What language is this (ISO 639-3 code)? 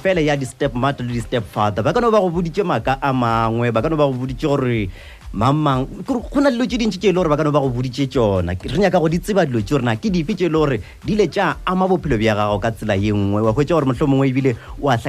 nso